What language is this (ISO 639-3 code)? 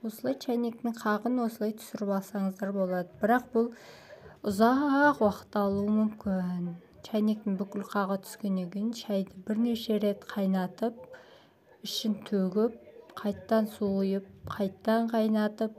kaz